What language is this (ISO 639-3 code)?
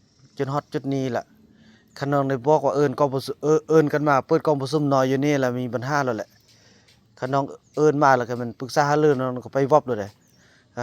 lao